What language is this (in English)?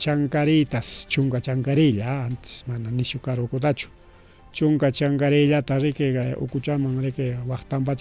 Ayacucho Quechua